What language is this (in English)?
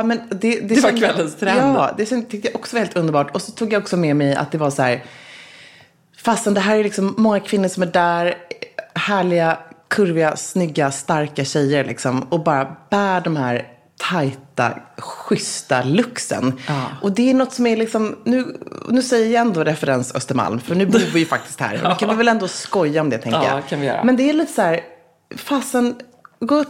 Swedish